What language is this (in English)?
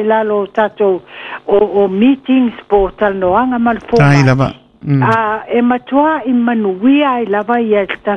Samoan